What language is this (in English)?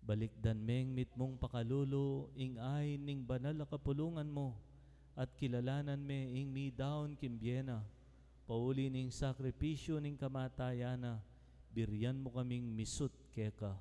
Pampanga